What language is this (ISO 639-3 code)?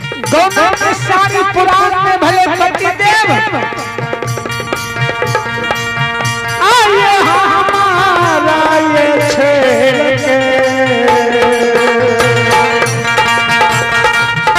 bho